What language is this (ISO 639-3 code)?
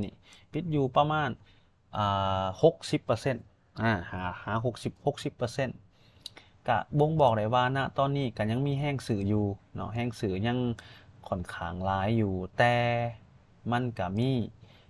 lao